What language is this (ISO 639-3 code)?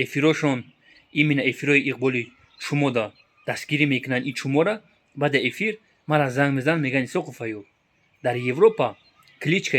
tgk